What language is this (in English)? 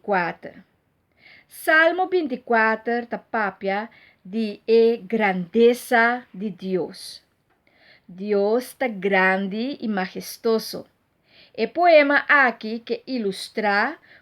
Papiamento